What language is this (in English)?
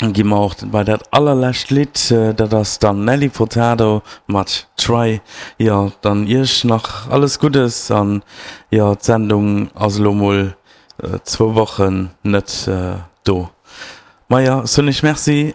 Luxembourgish